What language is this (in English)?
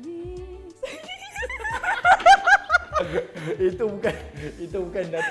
Malay